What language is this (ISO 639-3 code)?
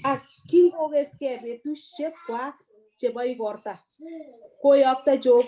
kln